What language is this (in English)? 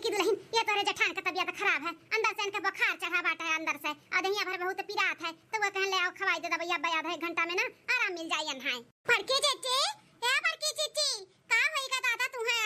Awadhi